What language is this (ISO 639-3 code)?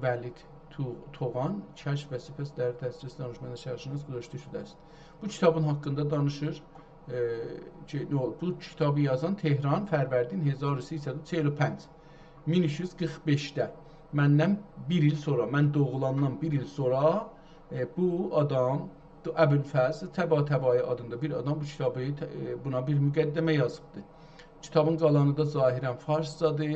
azb